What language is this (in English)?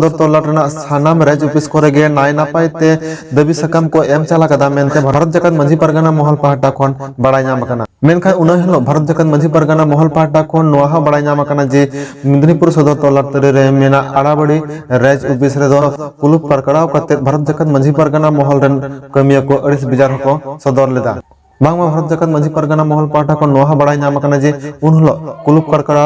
Santali